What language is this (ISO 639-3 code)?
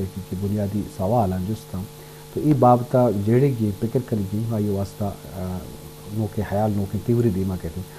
bal